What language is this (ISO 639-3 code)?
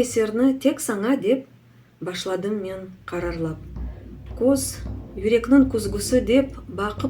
crh